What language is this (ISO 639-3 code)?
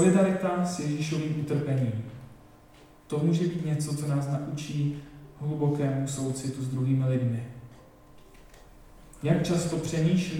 ces